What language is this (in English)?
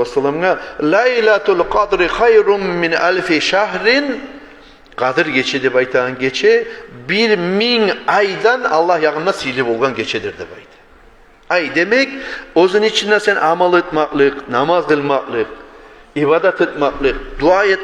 Kumyk